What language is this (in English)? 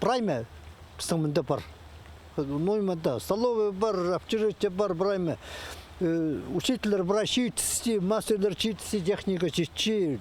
Khakas